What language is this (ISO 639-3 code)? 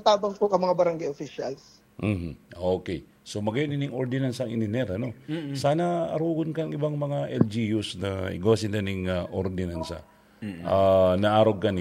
bik